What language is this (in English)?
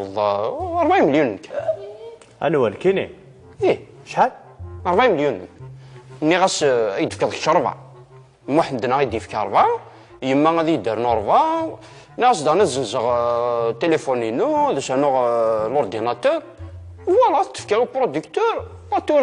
Kabyle